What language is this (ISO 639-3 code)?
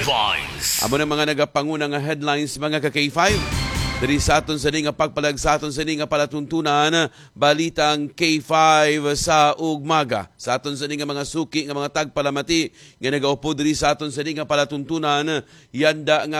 hil